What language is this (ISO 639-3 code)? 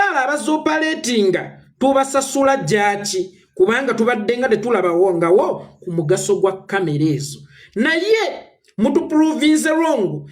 lug